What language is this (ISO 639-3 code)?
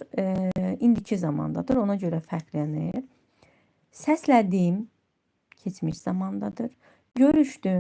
aze